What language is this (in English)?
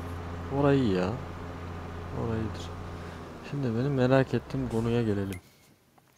Turkish